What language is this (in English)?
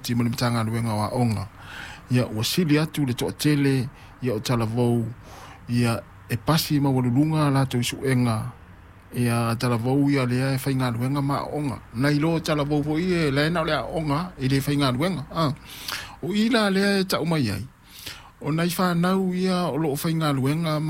Samoan